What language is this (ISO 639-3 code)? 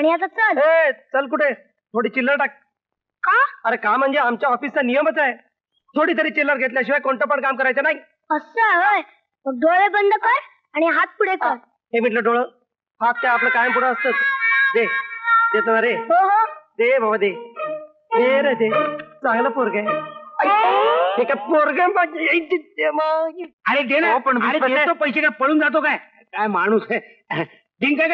mar